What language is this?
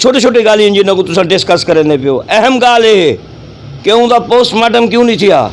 Saraiki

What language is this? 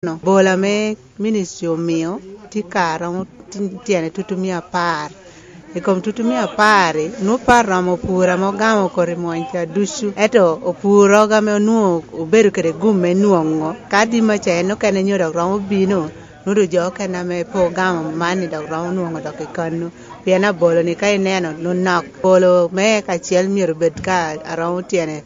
Lango (Uganda)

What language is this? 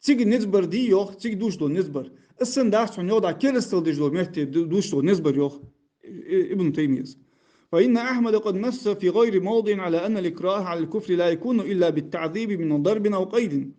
Ingush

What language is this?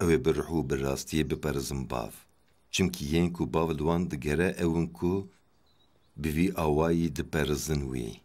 Kurdish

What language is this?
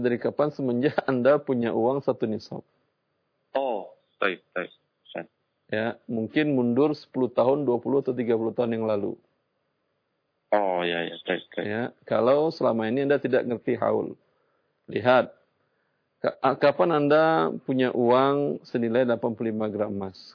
Indonesian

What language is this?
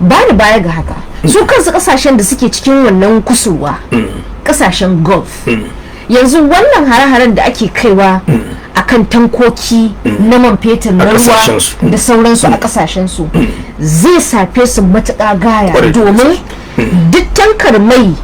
Hausa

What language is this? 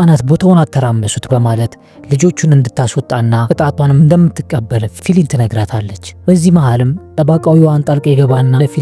Amharic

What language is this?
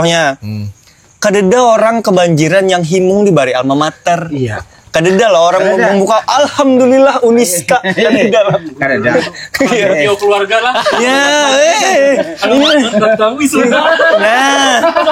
Banjar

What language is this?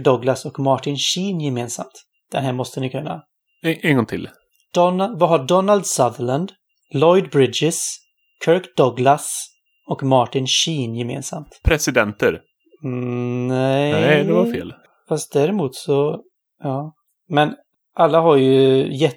Swedish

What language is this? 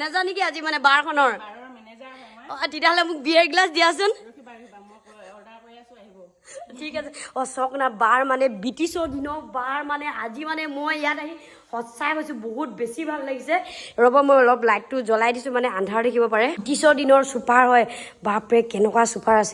Assamese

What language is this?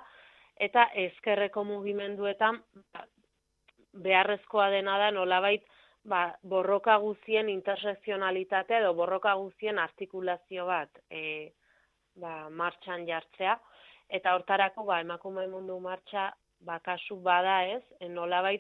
Basque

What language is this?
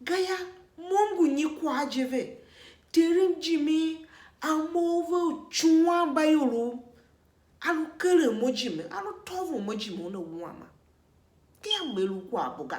Tiv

